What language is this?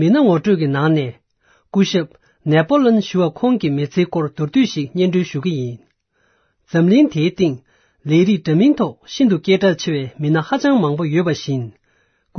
Tibetan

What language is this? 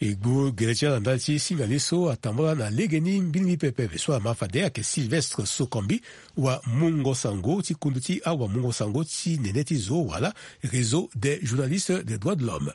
Sango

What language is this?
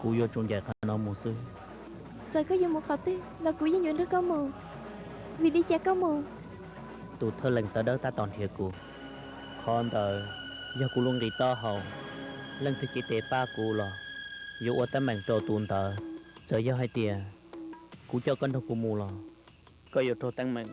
Hmong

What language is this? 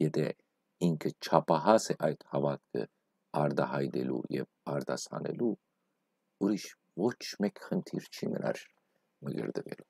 Western Armenian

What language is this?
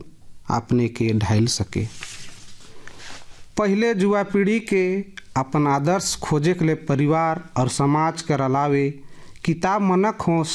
Sadri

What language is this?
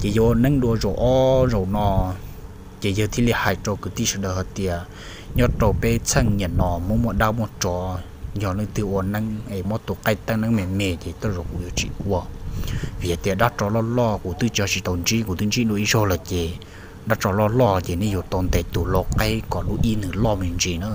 Hmong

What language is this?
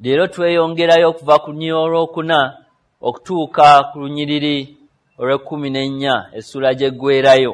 Ganda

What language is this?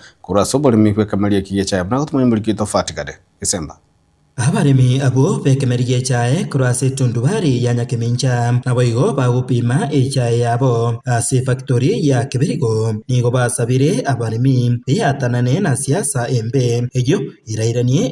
Gusii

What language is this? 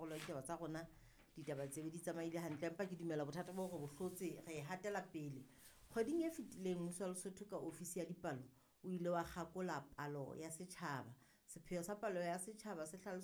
Southern Sotho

